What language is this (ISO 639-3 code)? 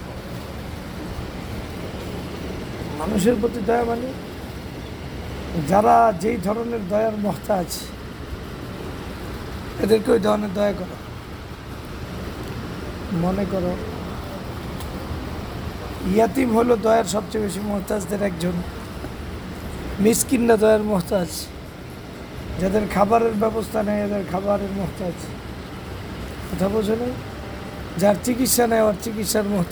ben